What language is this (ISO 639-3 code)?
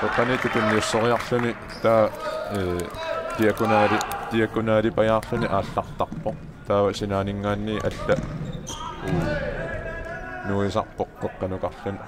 kal